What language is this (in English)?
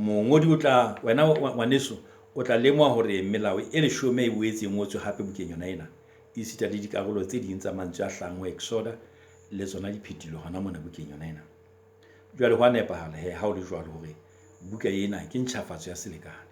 Southern Sotho